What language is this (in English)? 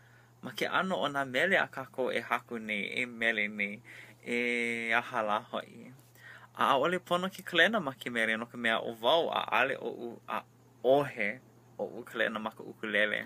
Hawaiian